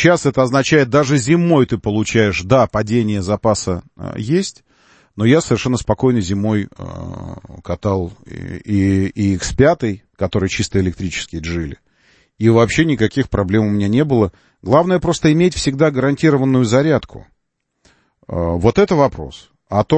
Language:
Russian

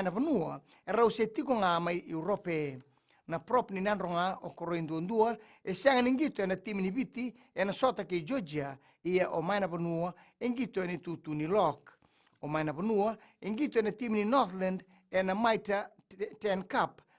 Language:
Fijian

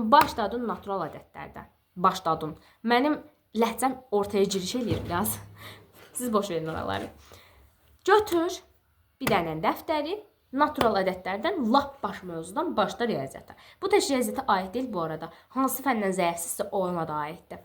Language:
Azerbaijani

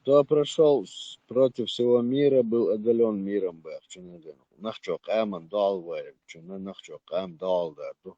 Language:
Chechen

